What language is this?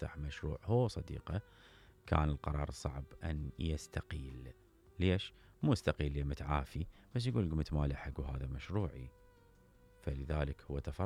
Mesopotamian Arabic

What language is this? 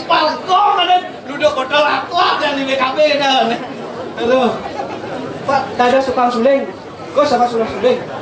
Balinese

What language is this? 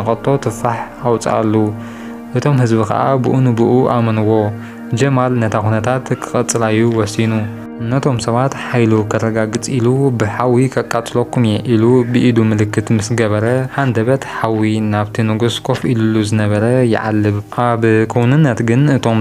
Tigrinya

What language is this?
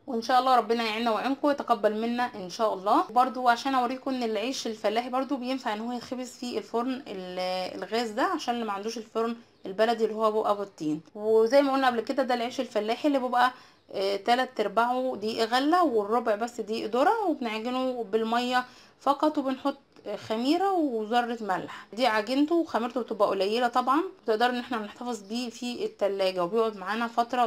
Egyptian Arabic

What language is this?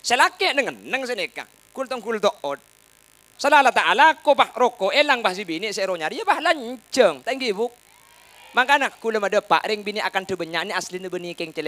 Madurese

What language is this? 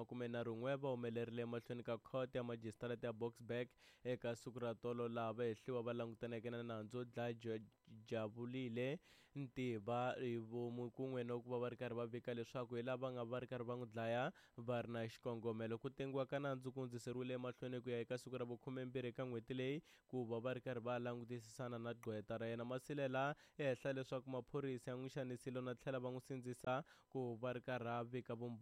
Tsonga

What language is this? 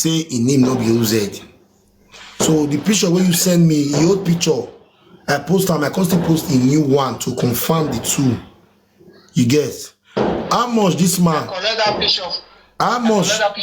Nigerian Pidgin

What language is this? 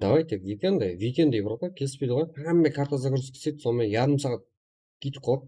Kara-Kalpak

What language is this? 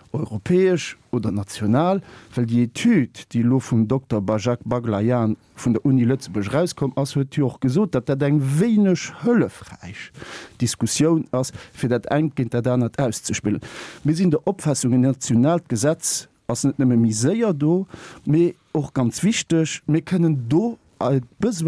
Luxembourgish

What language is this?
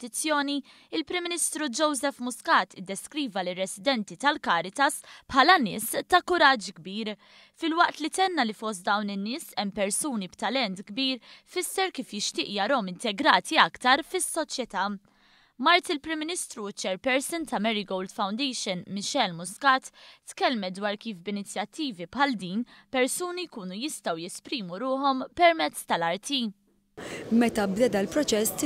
Maltese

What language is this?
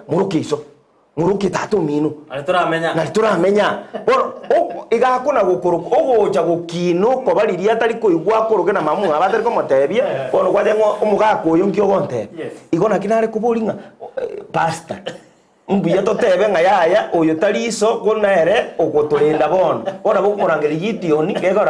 Gusii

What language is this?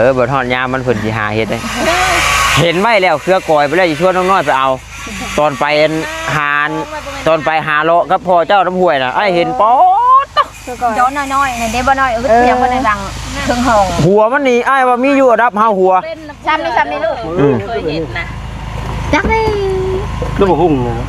Northeastern Thai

